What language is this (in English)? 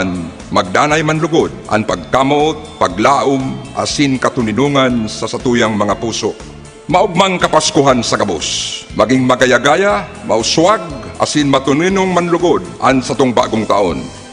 Bikol